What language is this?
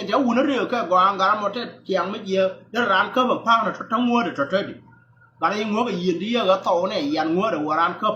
Nuer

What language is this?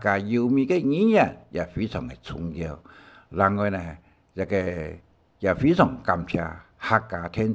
Hakka Chinese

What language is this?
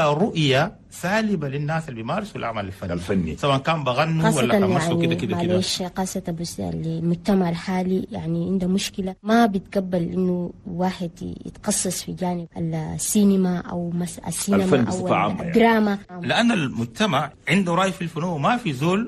Chadian Arabic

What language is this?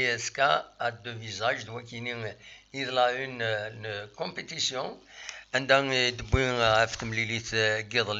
Kabyle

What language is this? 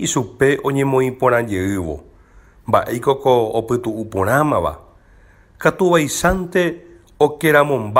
Guarani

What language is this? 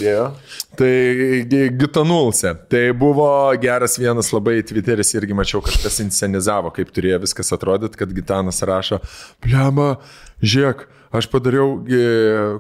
Lithuanian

